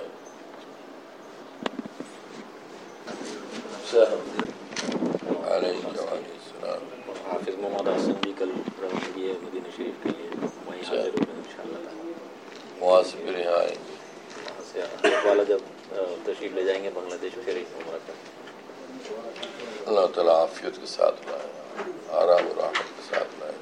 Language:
Urdu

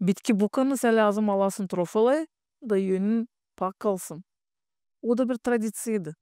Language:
Gagauz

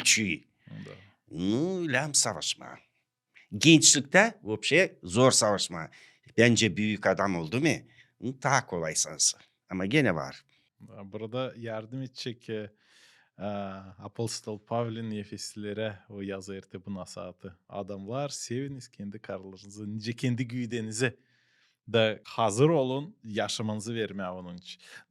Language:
Gagauz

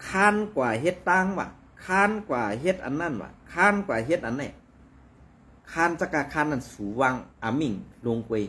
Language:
Shan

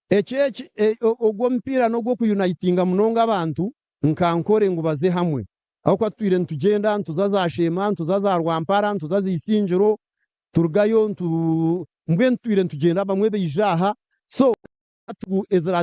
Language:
Nyankole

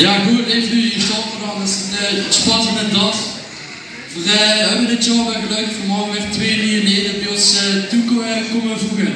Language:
Limburgish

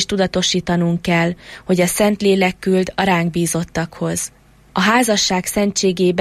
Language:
Hungarian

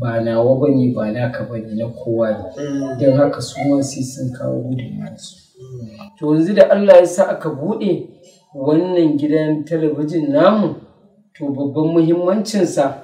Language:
Hausa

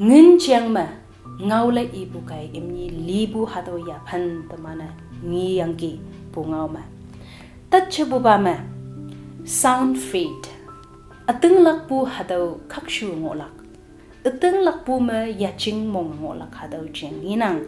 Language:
Konyak Naga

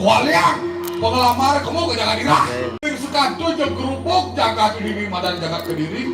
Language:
Balinese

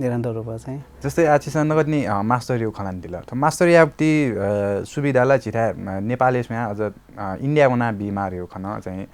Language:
Newari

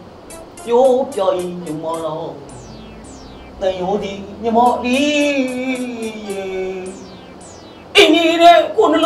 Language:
Burmese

